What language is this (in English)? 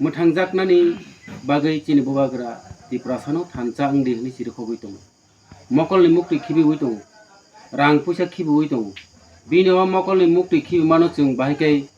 Kok Borok